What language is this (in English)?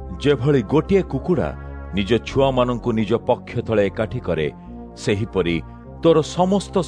Odia